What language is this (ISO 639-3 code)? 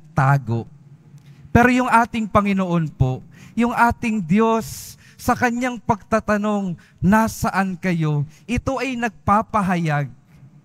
fil